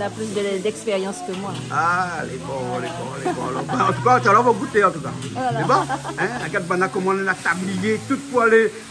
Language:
Réunion Creole French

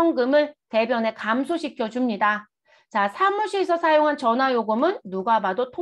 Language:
Korean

